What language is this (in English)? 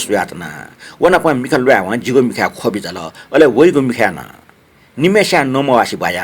Newari